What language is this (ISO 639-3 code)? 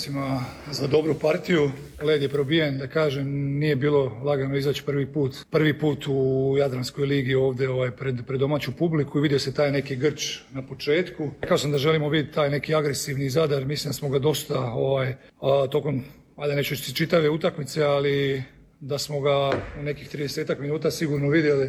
hrv